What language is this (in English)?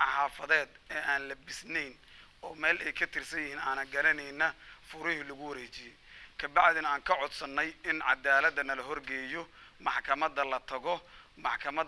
Somali